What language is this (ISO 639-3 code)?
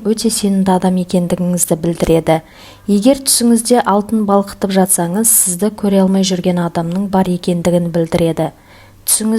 kaz